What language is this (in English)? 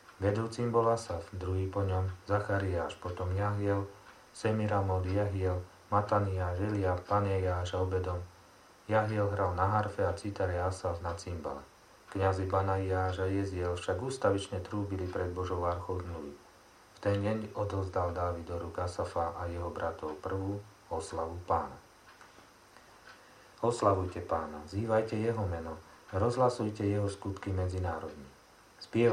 Slovak